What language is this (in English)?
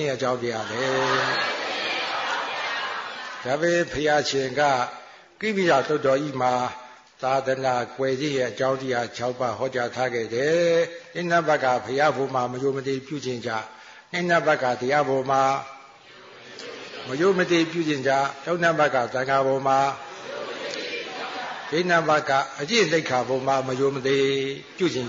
Burmese